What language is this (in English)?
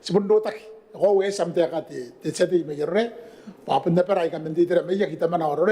Gilbertese